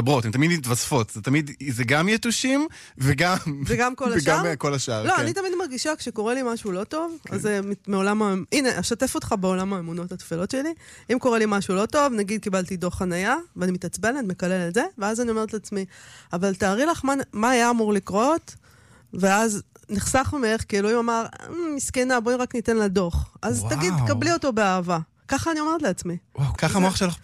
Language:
Hebrew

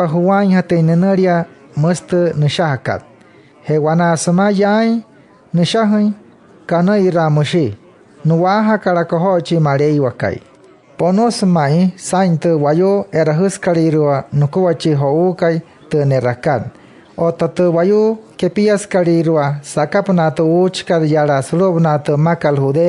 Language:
Wayuu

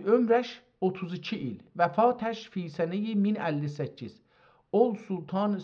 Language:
South Azerbaijani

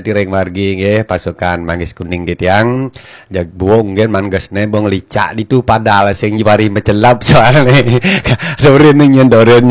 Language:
Balinese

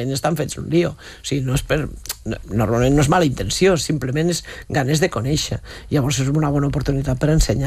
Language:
Catalan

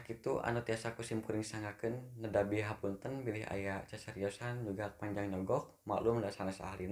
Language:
Sundanese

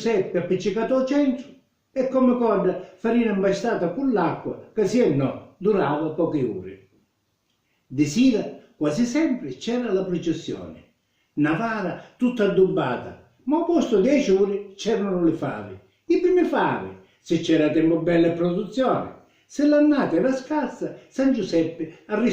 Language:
Sicilian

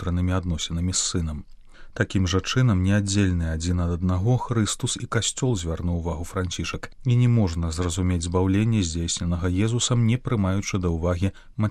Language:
Belarusian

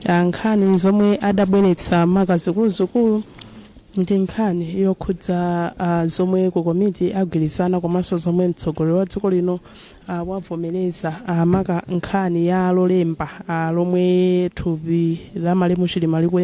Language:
Nyanja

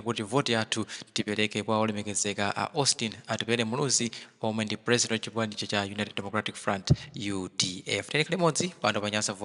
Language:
Nyanja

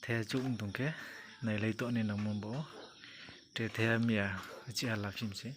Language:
Riang (India)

